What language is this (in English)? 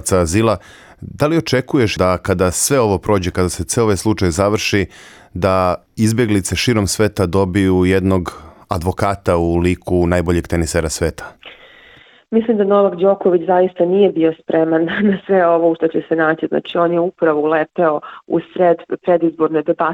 Serbian